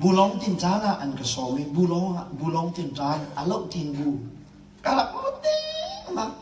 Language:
Hakha Chin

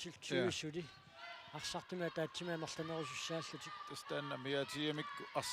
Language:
Kalaallisut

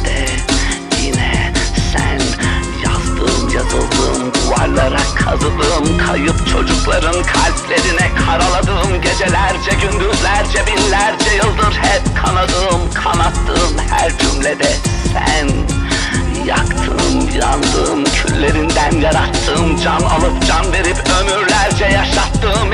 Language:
Turkish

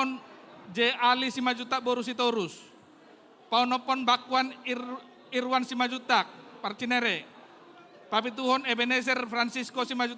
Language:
Batak Toba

